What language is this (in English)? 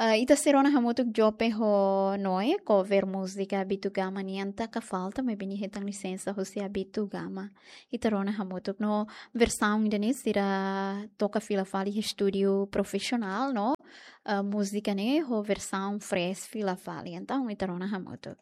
Tetum